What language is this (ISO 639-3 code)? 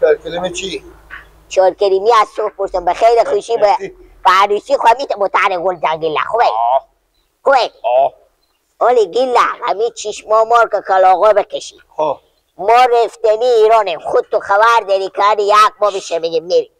fas